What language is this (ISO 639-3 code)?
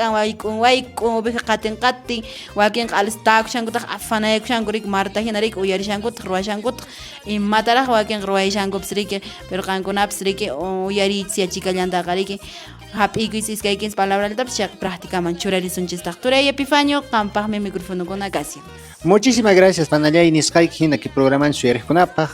que